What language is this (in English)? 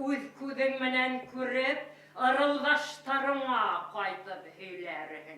Bashkir